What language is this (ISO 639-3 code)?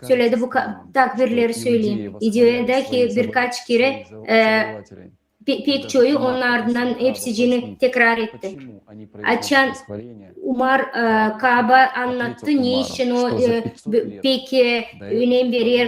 gag